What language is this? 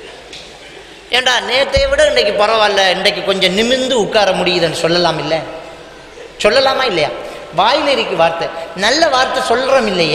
Tamil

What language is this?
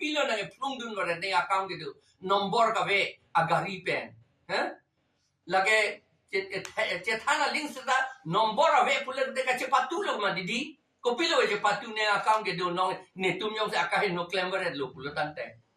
Karbi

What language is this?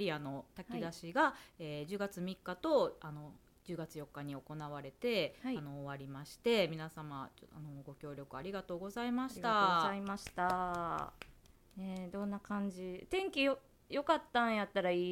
Japanese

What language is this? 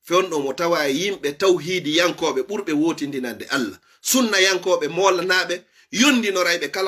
Fula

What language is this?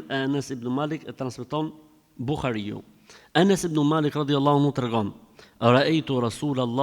Albanian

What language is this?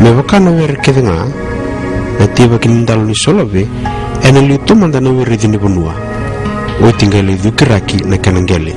Fijian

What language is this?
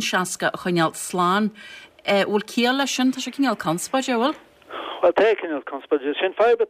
Irish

